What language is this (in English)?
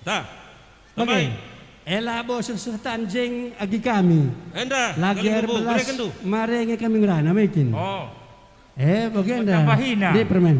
Batak Karo